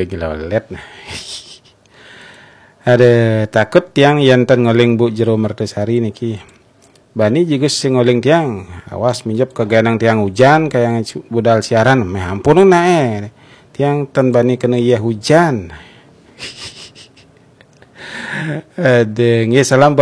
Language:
Balinese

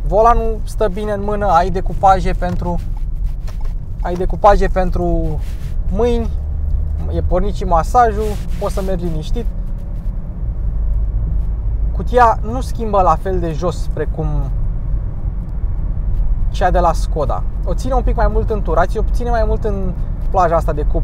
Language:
Romanian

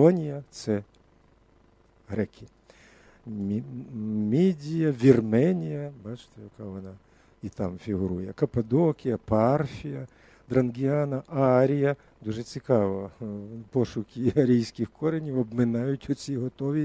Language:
Ukrainian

